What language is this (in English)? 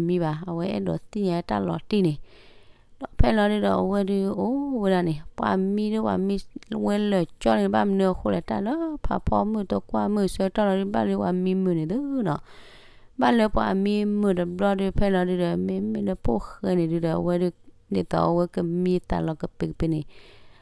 S'gaw Karen